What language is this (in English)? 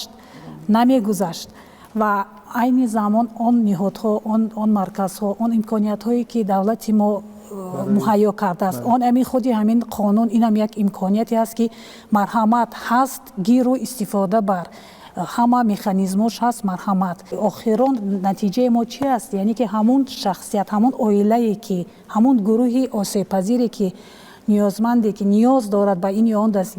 Tajik